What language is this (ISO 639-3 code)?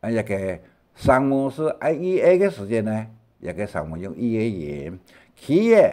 hak